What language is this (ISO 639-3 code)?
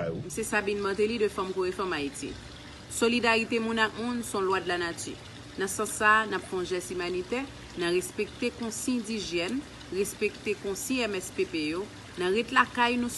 hat